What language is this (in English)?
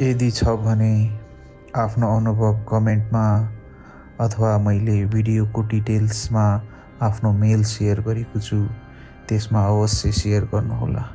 Nepali